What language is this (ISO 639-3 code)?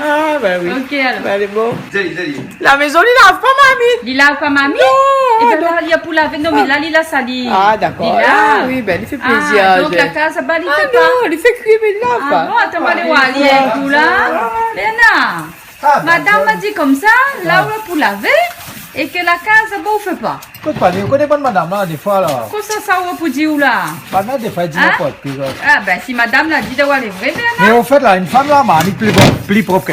rcf